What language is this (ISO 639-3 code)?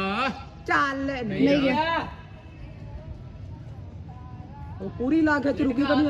pan